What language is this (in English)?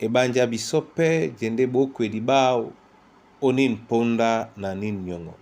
Duala